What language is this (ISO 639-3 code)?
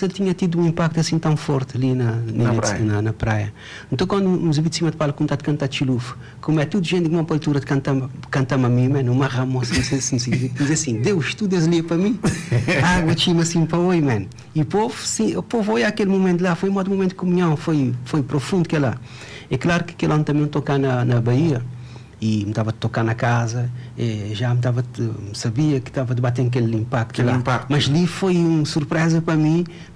kea